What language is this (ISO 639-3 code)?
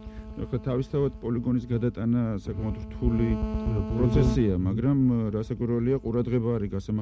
kat